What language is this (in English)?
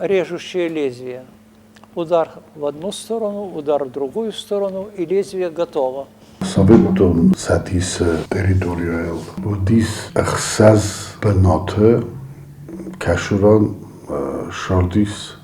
Ossetic